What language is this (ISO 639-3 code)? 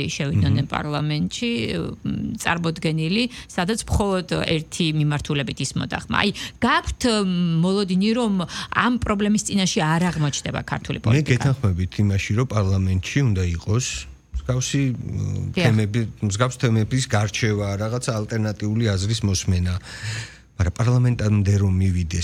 kat